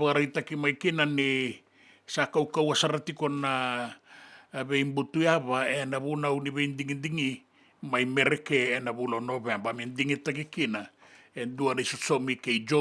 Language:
Fijian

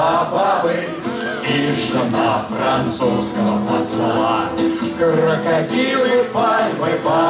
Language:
Russian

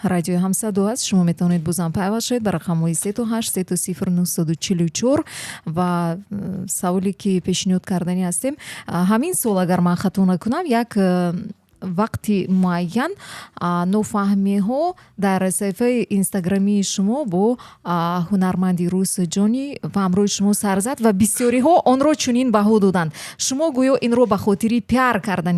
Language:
Tajik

